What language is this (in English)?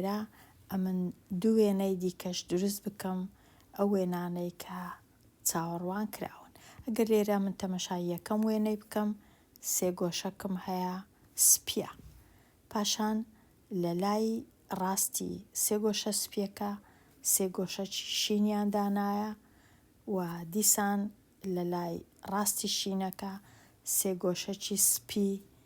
Central Kurdish